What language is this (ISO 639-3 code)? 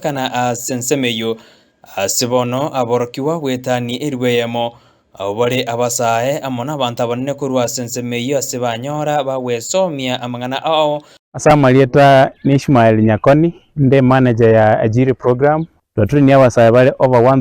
guz